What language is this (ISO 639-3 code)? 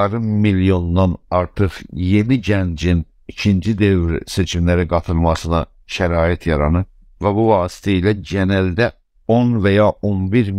azb